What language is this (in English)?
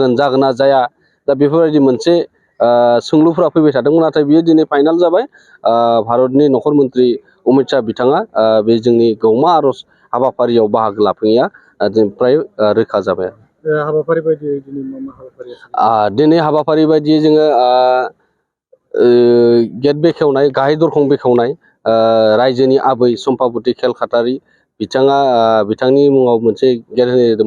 Bodo